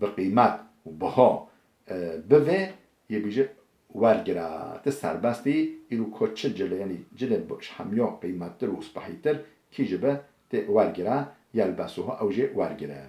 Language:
Kurdish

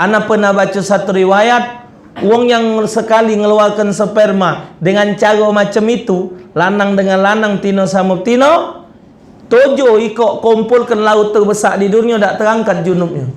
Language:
Musi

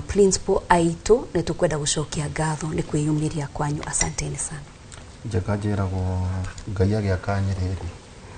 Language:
Kikuyu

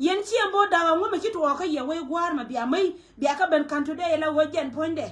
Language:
Nuer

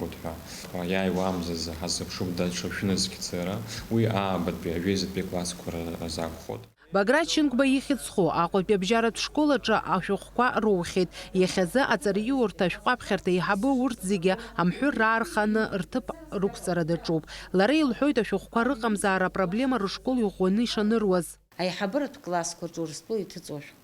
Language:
Abkhazian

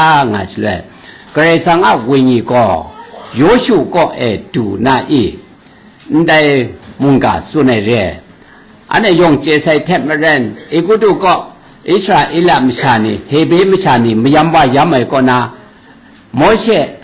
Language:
Kachin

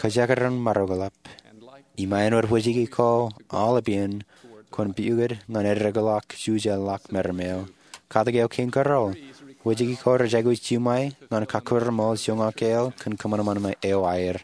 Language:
Marshallese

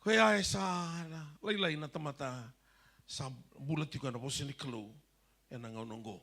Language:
Fijian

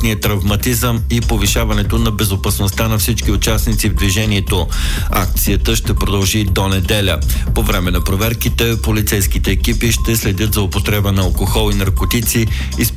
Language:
Bulgarian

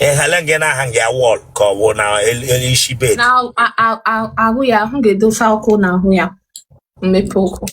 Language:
Igbo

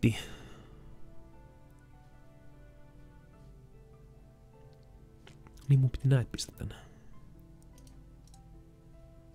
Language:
Finnish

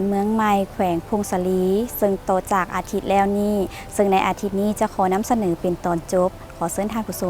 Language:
Lao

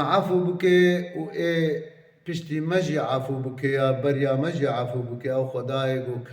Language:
Kurdish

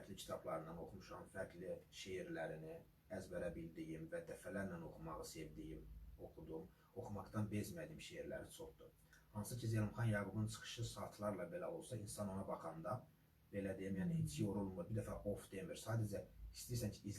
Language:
Azerbaijani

